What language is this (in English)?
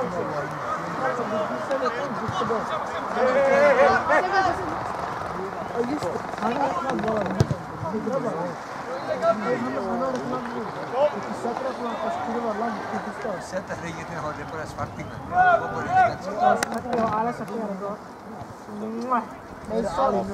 Swedish